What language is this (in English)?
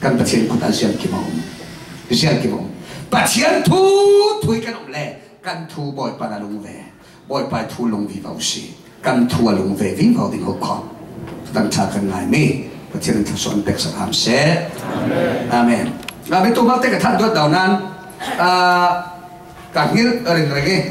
Falam Chin